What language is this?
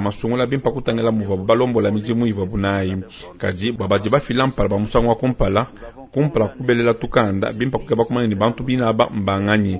Luba-Lulua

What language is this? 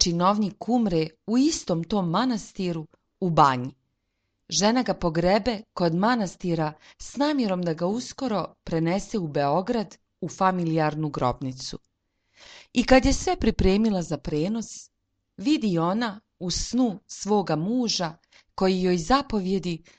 Serbian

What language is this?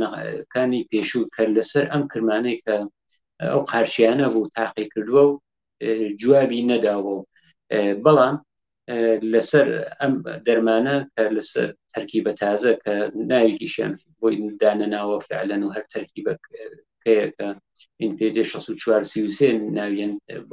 Central Kurdish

